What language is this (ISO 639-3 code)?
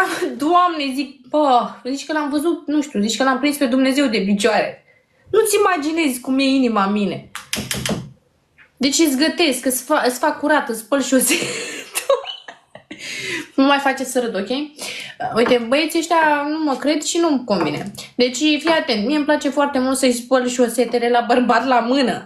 ron